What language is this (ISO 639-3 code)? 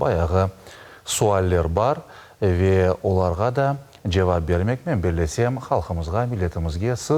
crh